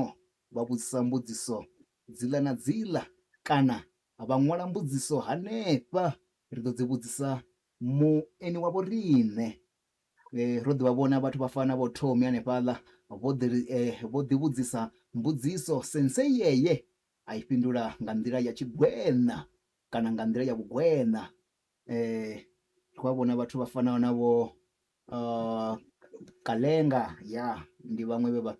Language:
Venda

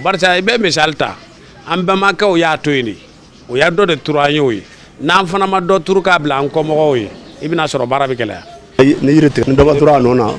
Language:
Bambara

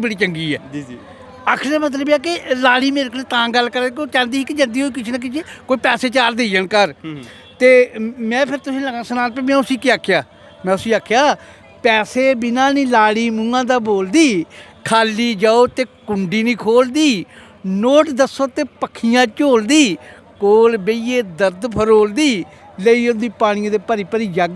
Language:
Dogri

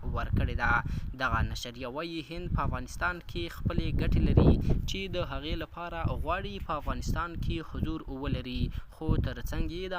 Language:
Pashto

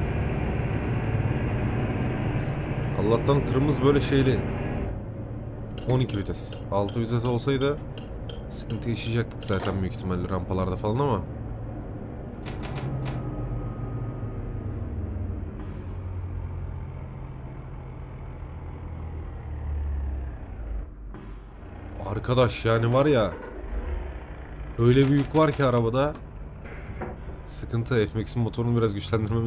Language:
Turkish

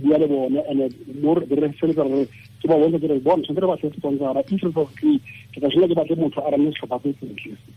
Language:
Tswana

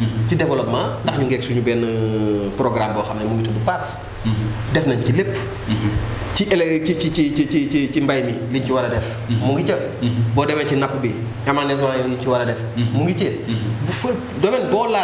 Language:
Wolof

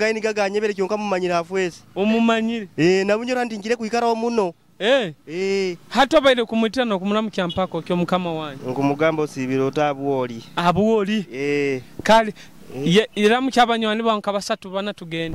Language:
Nyoro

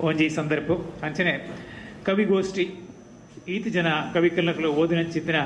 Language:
Tulu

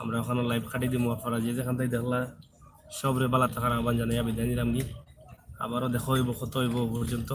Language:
Sylheti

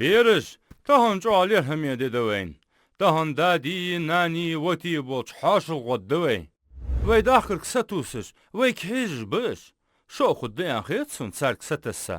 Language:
Ingush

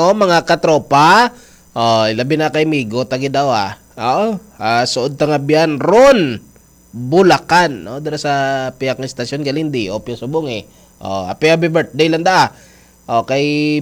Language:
Hiligaynon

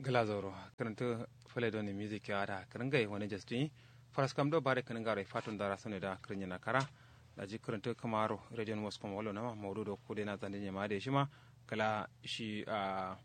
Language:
Kanuri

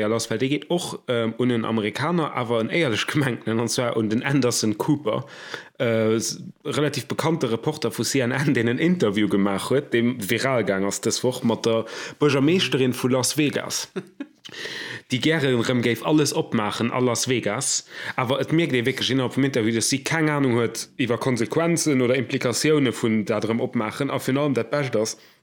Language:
Luxembourgish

